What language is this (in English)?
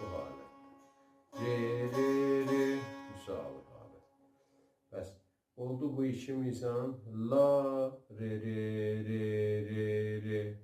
South Azerbaijani